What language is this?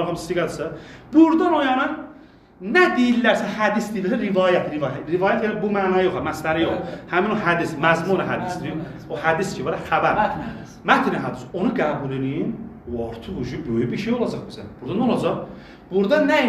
Azerbaijani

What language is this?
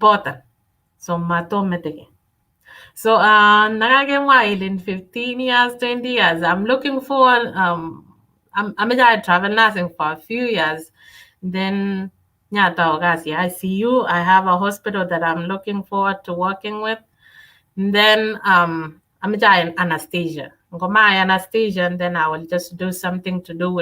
Kalenjin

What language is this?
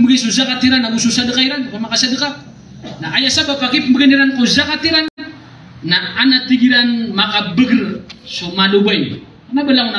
Maranao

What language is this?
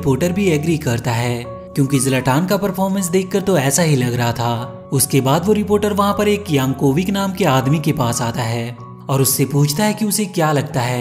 Hindi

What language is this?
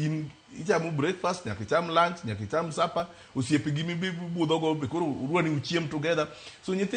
Luo (Kenya and Tanzania)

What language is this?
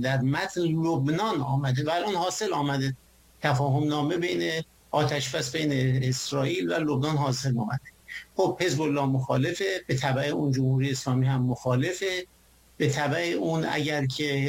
Persian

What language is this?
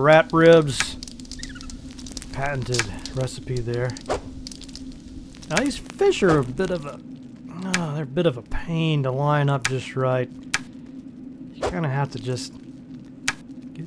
English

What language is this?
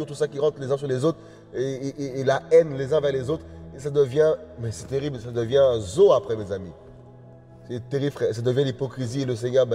French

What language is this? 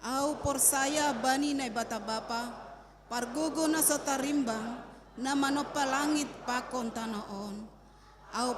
Batak Simalungun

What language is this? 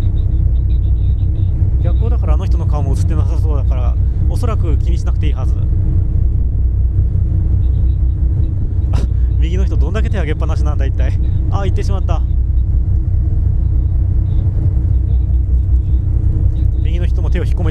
Japanese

